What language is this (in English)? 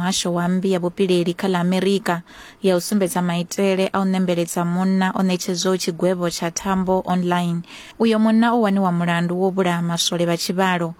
Venda